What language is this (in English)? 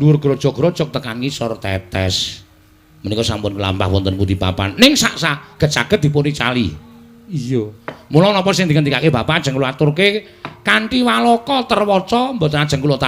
Javanese